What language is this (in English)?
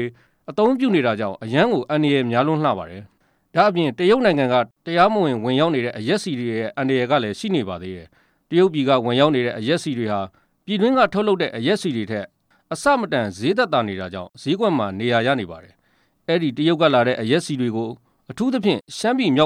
Burmese